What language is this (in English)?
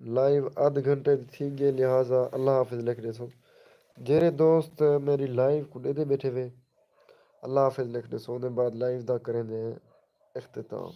Saraiki